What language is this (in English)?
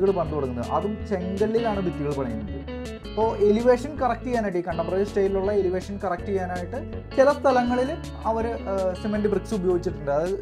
Malayalam